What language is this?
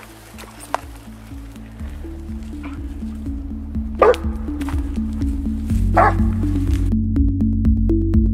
Swedish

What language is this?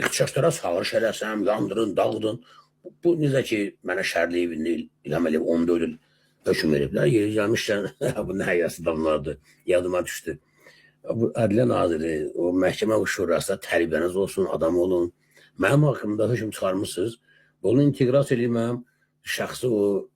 Azerbaijani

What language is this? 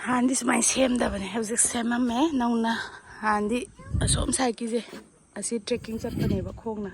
Manipuri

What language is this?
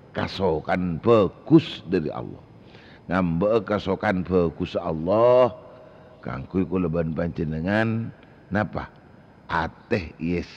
Madurese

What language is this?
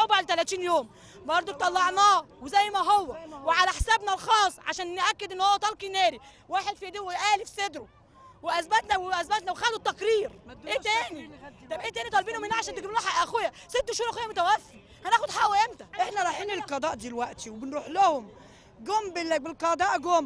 Egyptian Arabic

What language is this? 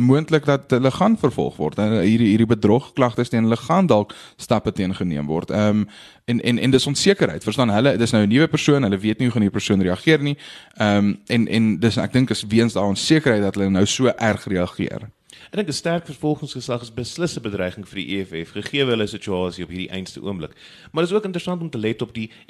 Afrikaans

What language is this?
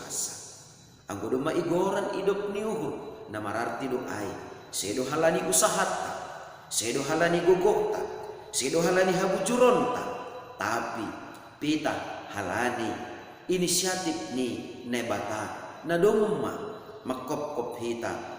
Batak Simalungun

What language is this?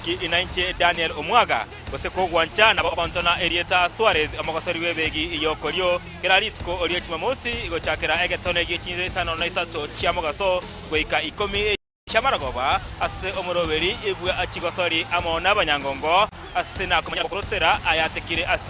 Gusii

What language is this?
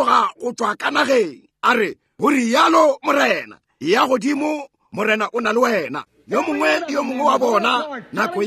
Northern Sotho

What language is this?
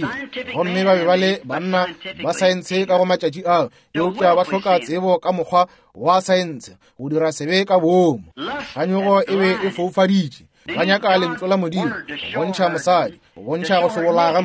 Northern Sotho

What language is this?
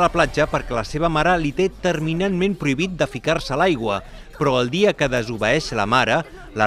Catalan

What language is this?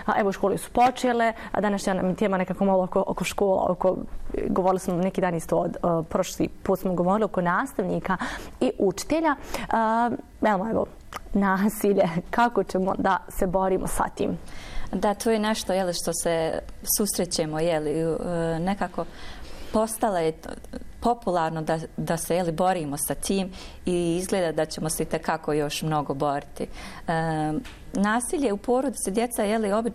Bosnian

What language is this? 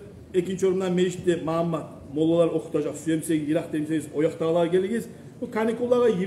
Kumyk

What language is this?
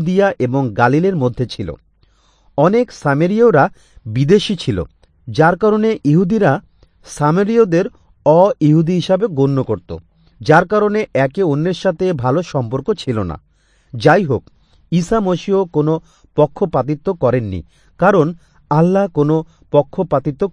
Bangla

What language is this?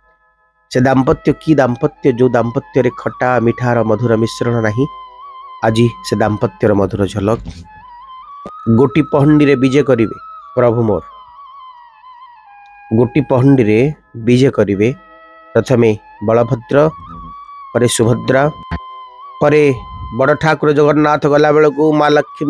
Odia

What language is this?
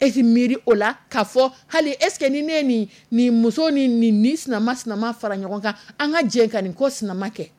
Dyula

